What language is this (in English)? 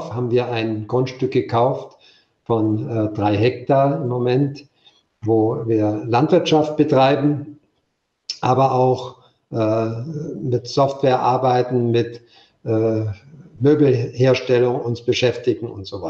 German